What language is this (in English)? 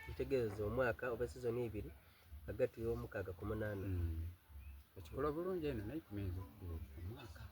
Soga